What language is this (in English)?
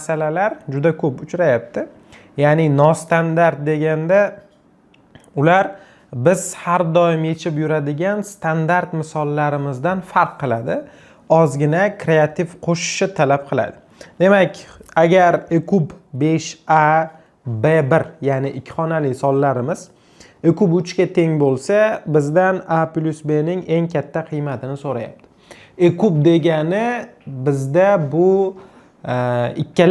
Uzbek